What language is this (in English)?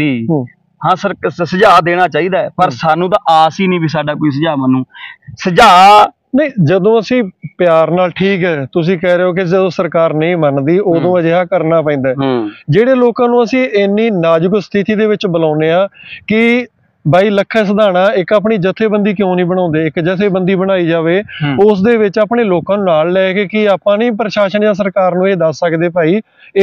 Punjabi